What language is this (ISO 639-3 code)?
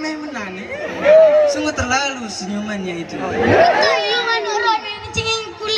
ace